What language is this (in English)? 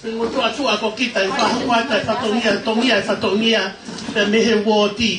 Tongan